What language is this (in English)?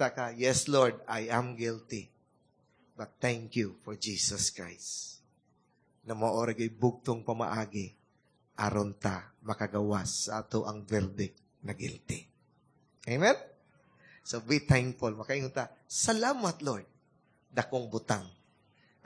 Cebuano